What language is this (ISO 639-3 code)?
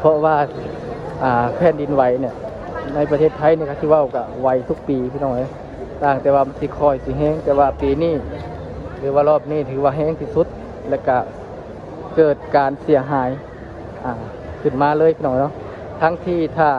lao